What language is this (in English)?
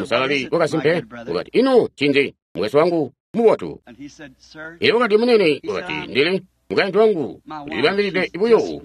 Tonga (Zambia)